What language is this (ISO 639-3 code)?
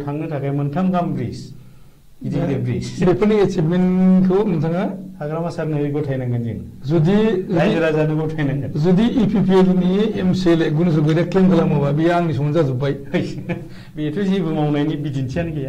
brx